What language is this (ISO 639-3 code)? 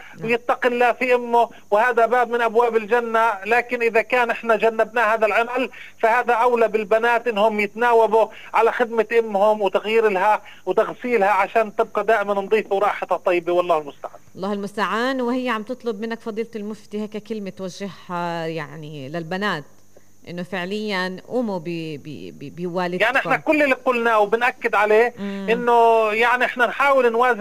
apc